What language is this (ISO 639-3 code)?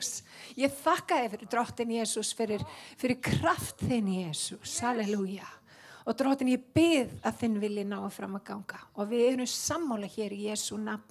isl